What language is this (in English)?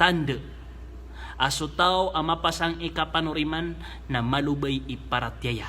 Maranao